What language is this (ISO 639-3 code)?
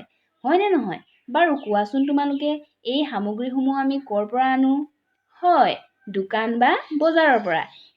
asm